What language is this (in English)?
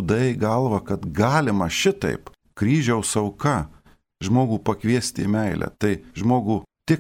Lithuanian